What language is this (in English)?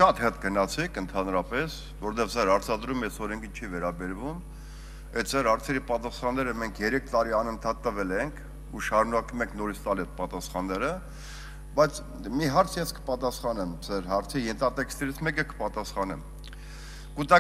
Armenian